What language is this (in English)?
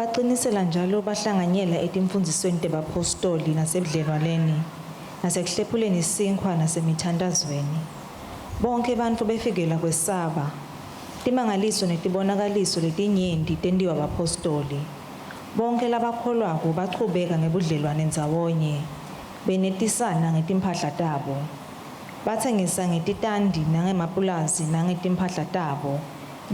Swati